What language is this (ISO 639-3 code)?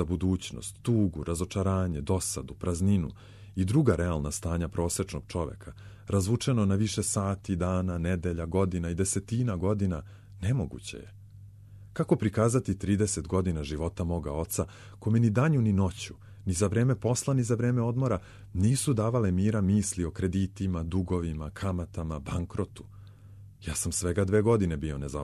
srp